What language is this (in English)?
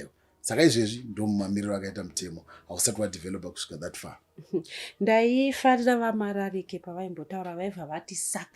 Shona